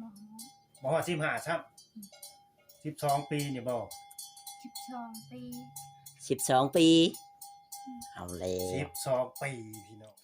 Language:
Northeastern Thai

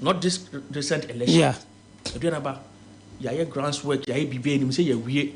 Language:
Akan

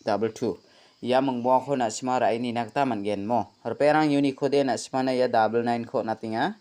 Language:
Garo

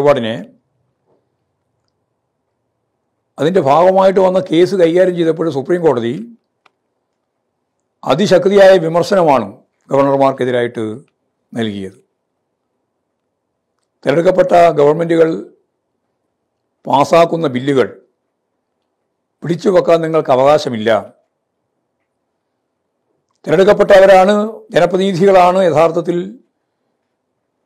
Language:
Malayalam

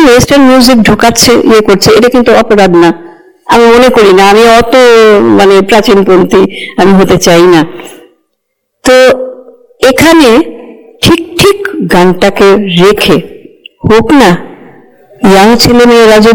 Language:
Bangla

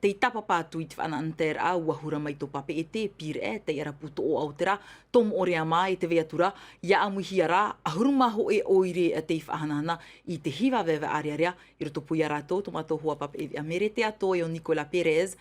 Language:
Tahitian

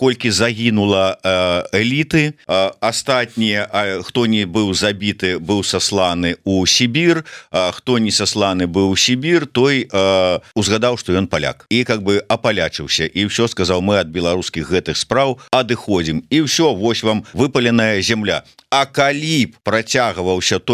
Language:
Belarusian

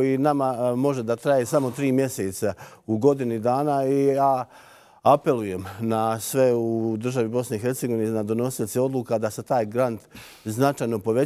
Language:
Bosnian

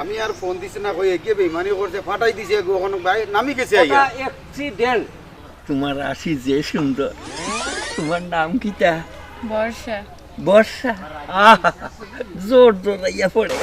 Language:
Sylheti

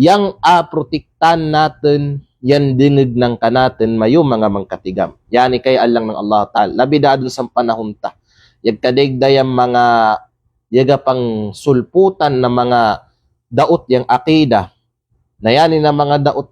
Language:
Kalagan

